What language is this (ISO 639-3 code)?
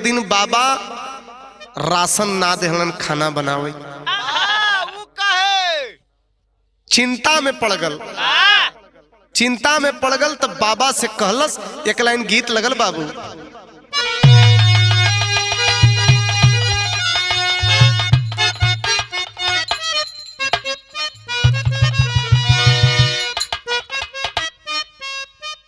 bho